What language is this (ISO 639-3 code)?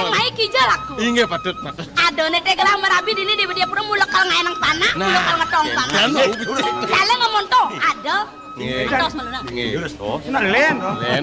ban